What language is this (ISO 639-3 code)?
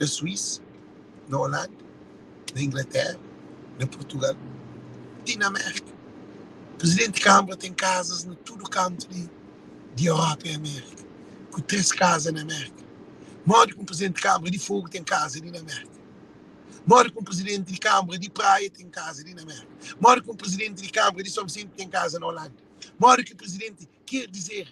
kea